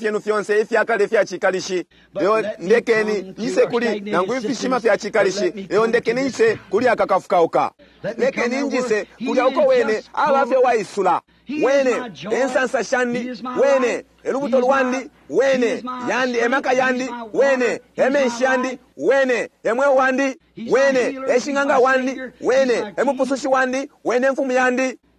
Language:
Bemba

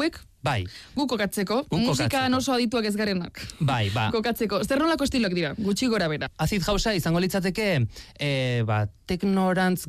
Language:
Basque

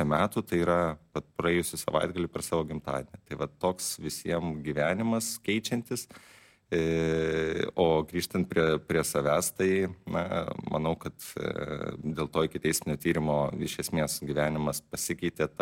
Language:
Lithuanian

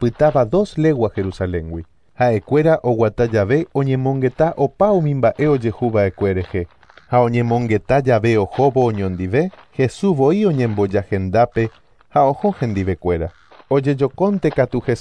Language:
Guarani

